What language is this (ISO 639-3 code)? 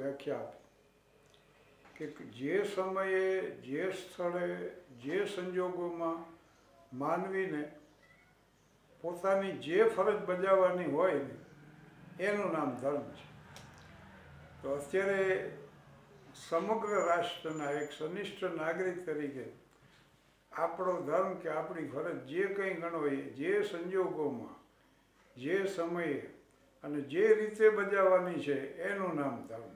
guj